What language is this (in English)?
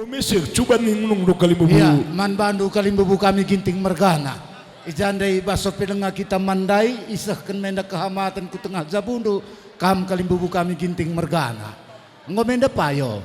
Batak Karo